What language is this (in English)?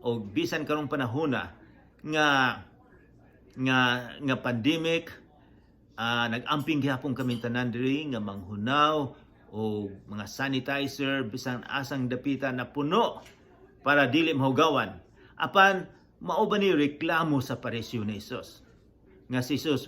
Cebuano